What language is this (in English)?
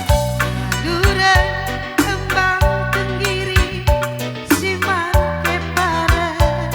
Batak Karo